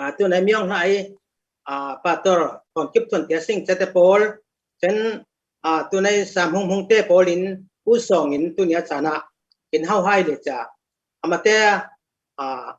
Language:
Falam Chin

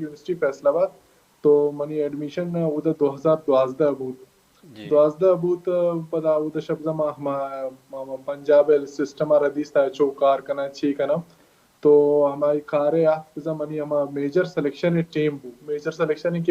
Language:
Baluchi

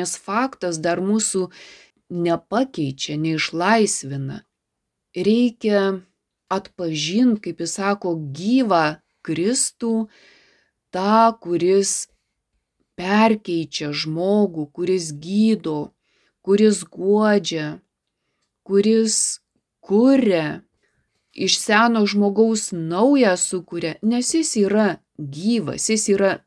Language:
Lithuanian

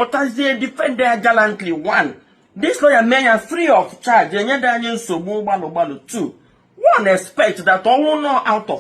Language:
Igbo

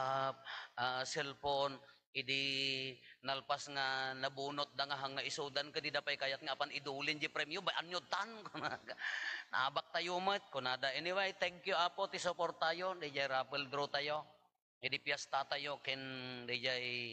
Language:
Iloko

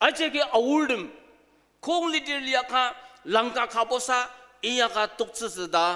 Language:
Ao Naga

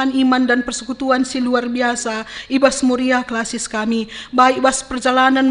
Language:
Batak Karo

